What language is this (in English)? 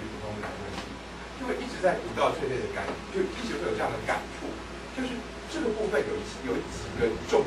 Chinese